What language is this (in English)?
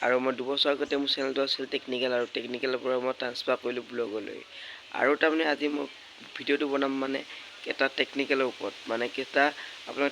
Assamese